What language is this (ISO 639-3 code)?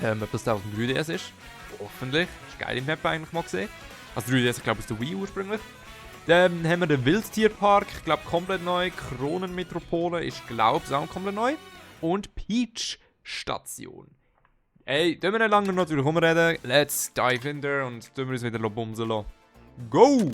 gsw